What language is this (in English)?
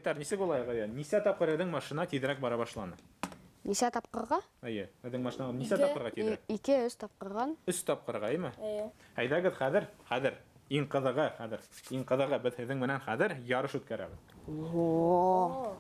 Bashkir